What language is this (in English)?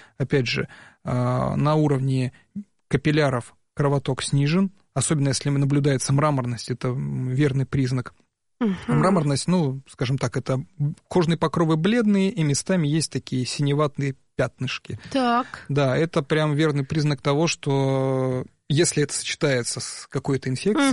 Russian